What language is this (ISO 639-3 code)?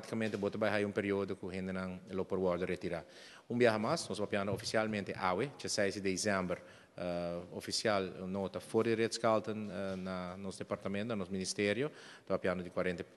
pap